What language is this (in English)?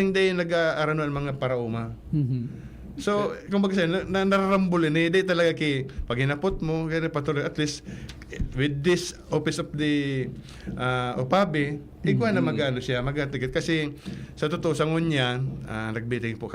Bikol